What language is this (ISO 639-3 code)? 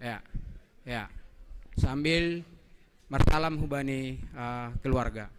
bts